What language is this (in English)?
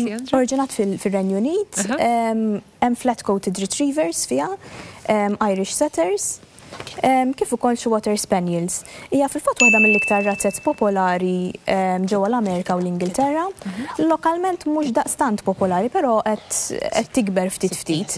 Maltese